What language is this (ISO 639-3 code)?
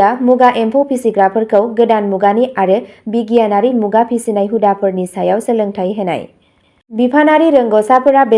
brx